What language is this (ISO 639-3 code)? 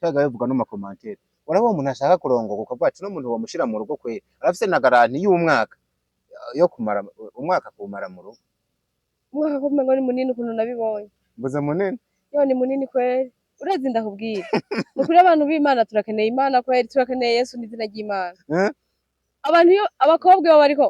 run